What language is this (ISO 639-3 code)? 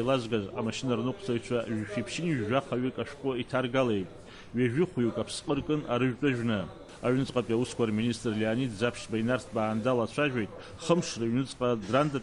abk